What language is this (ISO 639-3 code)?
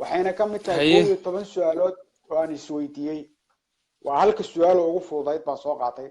som